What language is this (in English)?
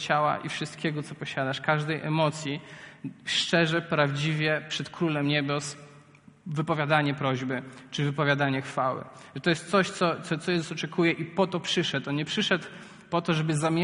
Polish